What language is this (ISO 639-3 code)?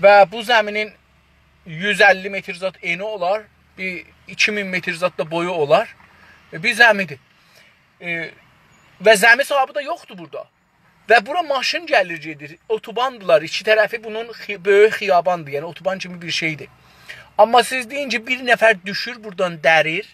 azb